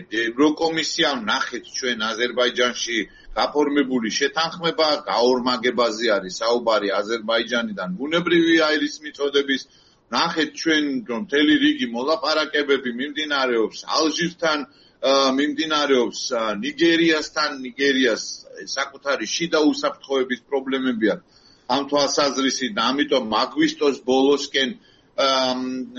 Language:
Georgian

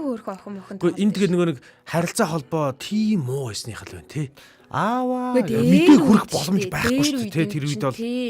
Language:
Mongolian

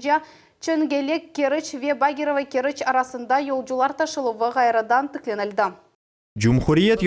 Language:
Crimean Tatar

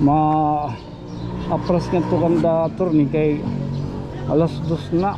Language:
Waray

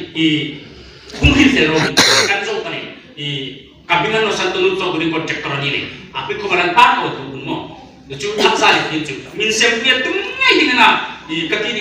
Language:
Hmar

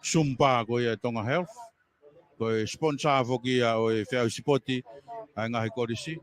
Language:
Tongan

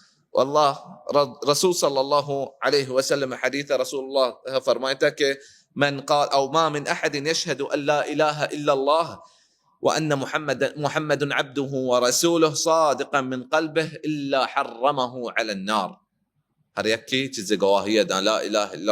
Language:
Baluchi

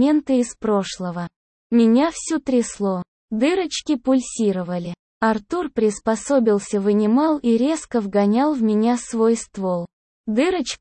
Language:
Russian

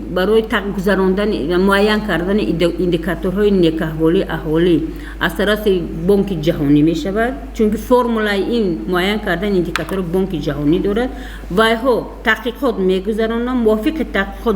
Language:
Tajik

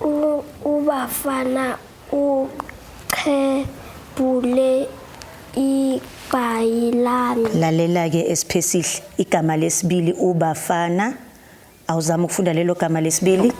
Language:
Zulu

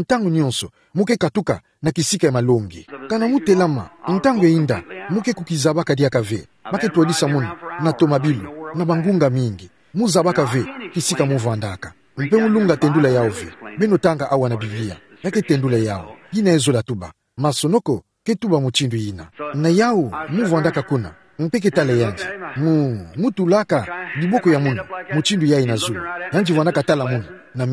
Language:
Kituba (Democratic Republic of Congo)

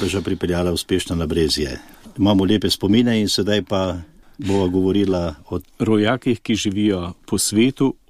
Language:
Slovenian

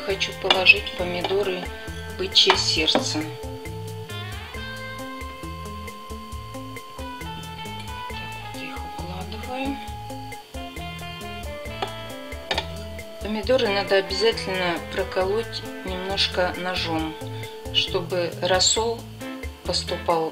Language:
Russian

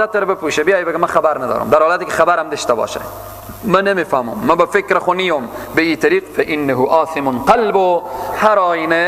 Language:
Persian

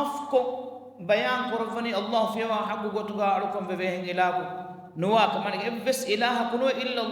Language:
Divehi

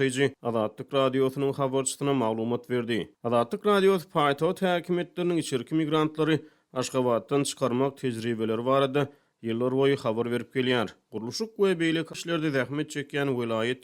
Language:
Turkmen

